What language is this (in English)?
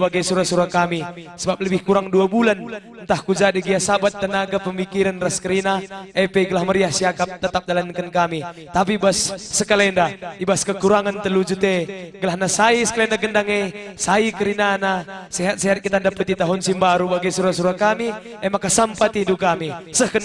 Batak Karo